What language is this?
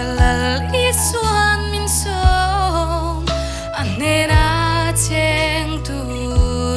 Mizo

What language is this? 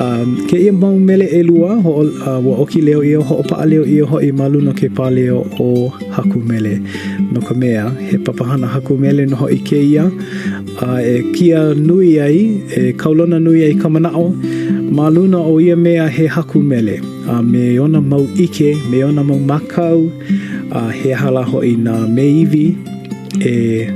Hawaiian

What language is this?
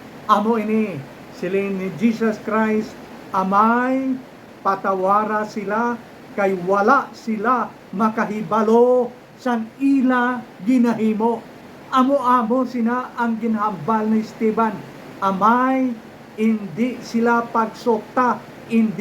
Hiligaynon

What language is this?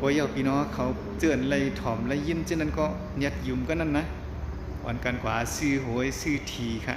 Shan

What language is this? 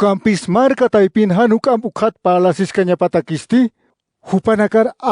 Aymara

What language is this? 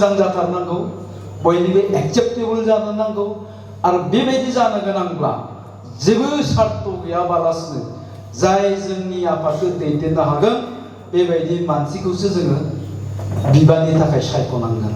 Bodo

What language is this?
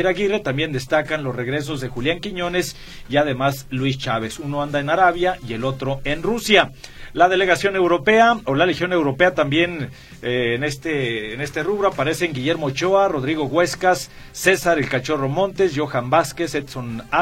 Spanish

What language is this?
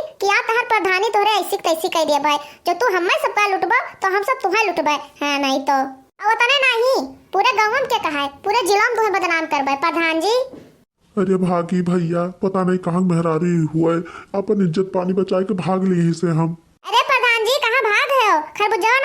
Awadhi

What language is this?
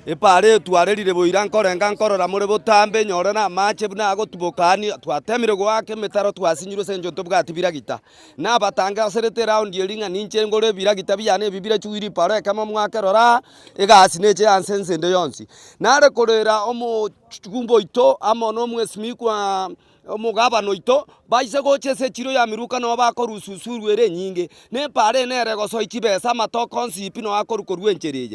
Gusii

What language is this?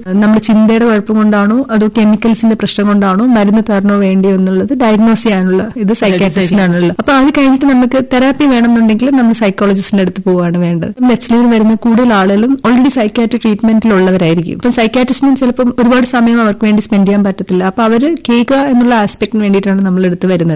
Malayalam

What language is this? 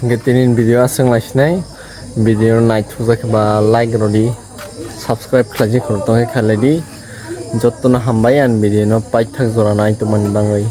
Kok Borok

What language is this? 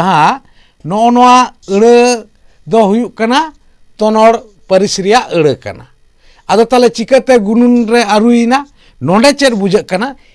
Santali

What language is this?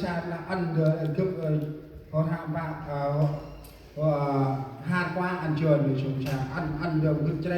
Central Mnong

